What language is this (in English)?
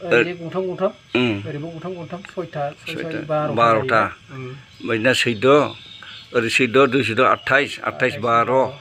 Bodo